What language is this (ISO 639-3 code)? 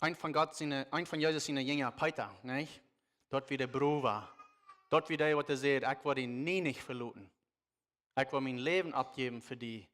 pdt